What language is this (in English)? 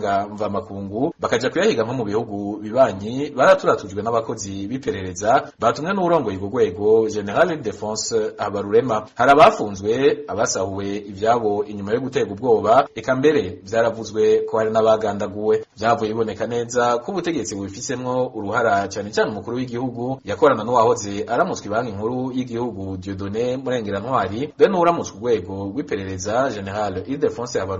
Rundi